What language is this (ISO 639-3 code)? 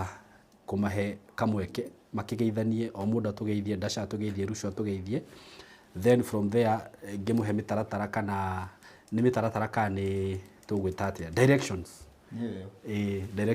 kik